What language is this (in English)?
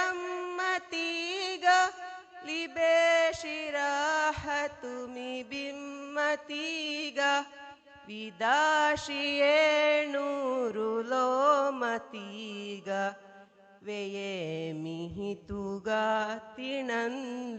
Divehi